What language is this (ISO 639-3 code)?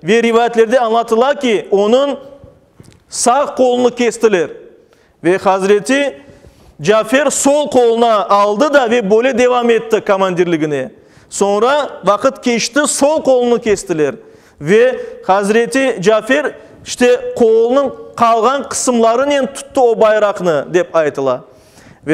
crh